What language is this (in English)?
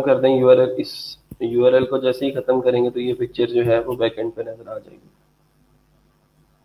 Hindi